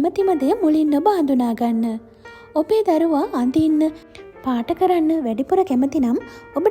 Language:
Sinhala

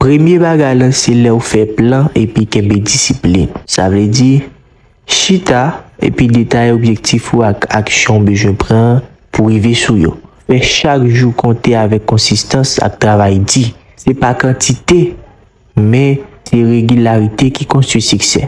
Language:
Haitian Creole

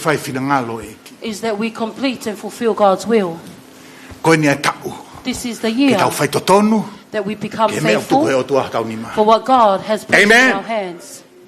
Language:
Tongan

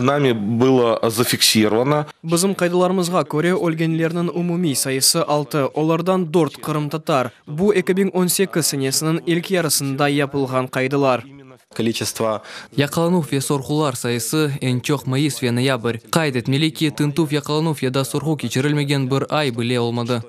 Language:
Crimean Tatar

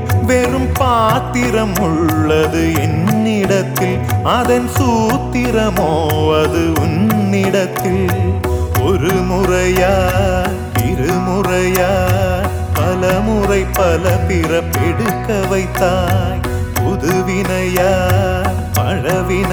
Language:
Tamil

